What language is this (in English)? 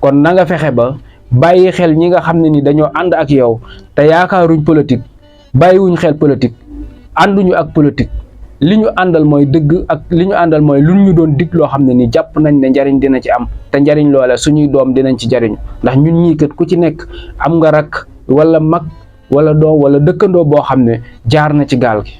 Wolof